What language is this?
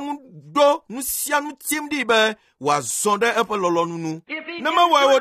Ewe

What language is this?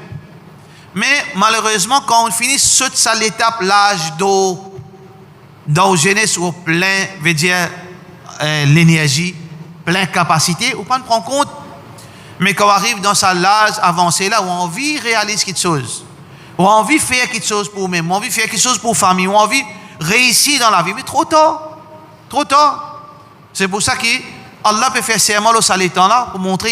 Morisyen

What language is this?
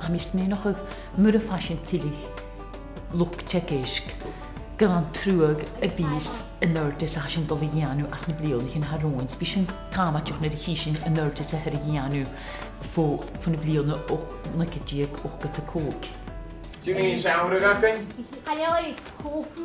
Scottish Gaelic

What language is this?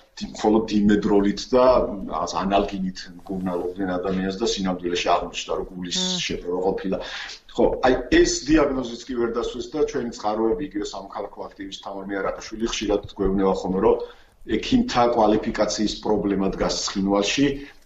Georgian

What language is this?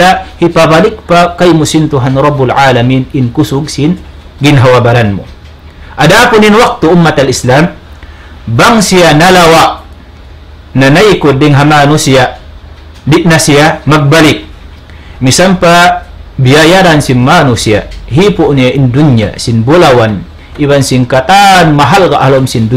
Tausug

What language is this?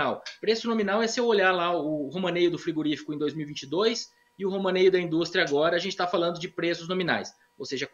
Portuguese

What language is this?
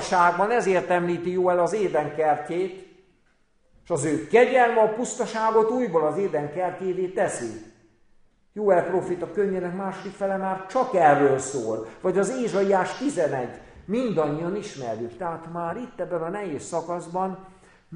Hungarian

